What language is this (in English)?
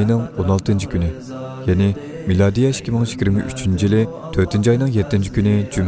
Uyghur